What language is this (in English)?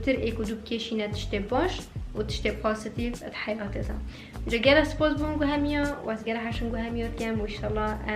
Kurdish